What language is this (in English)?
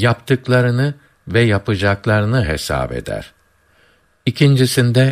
Turkish